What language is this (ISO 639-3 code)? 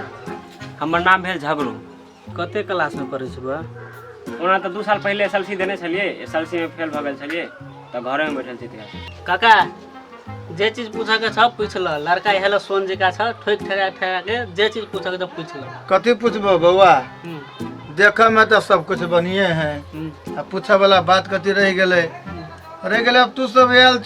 mai